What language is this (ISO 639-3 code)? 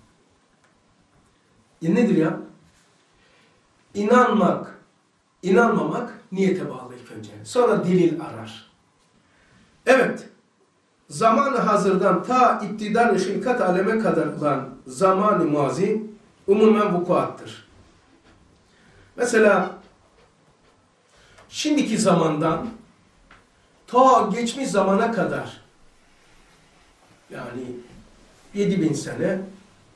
tur